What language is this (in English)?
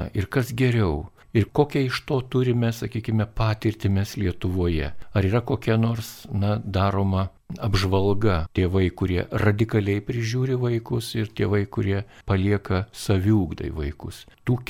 Lithuanian